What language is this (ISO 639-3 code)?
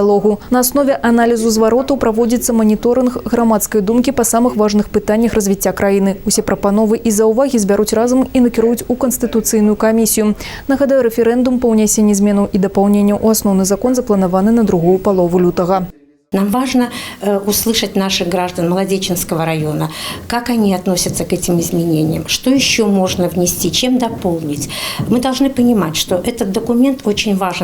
bel